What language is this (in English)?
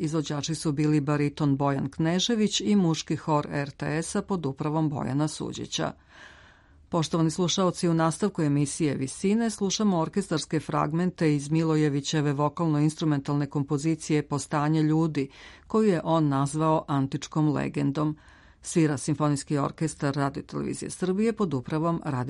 Serbian